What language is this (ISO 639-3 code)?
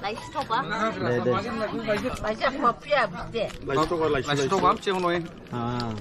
dis